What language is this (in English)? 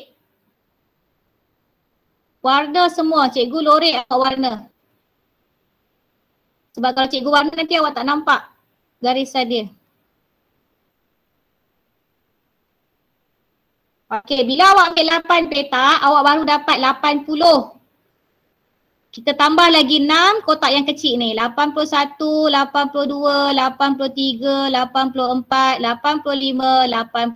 Malay